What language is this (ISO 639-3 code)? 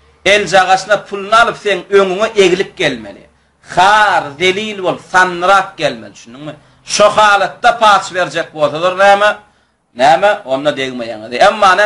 tuk